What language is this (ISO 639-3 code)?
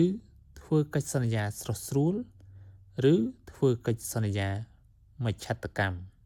khm